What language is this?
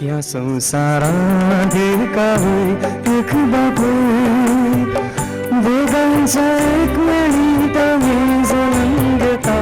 Konkani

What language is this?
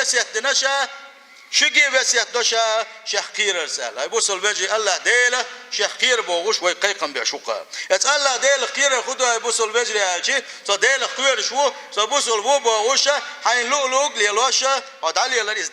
Chechen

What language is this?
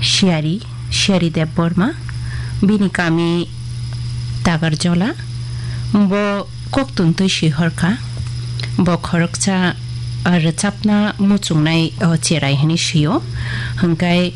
Kok Borok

